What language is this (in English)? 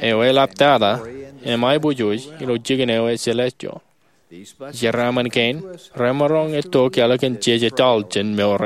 Marshallese